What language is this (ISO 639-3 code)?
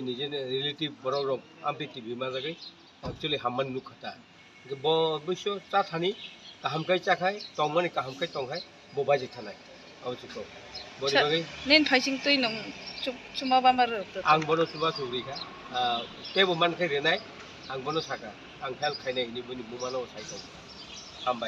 trp